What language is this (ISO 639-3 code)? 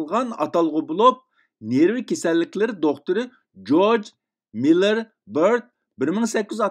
uig